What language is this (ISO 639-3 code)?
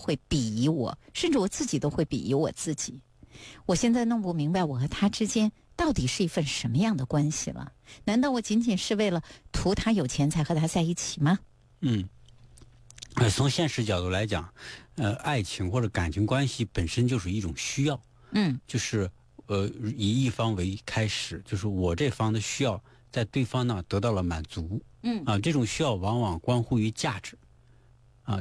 zho